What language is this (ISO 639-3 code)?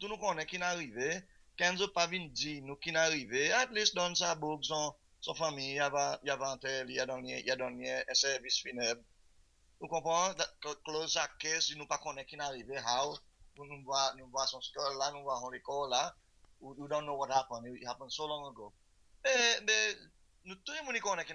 crs